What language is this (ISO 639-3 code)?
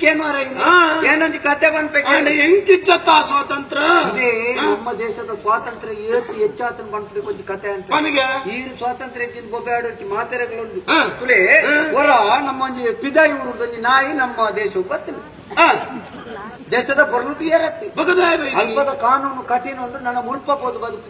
tcy